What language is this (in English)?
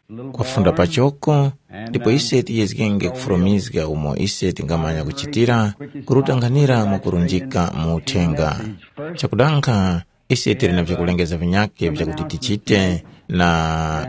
Tumbuka